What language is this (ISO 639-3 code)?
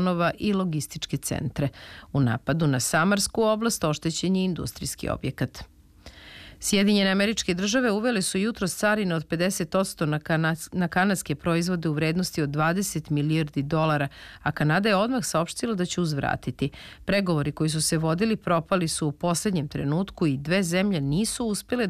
srp